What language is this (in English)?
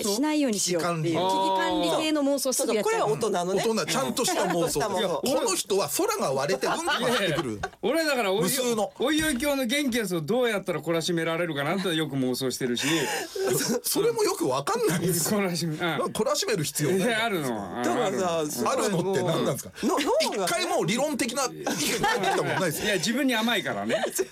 Japanese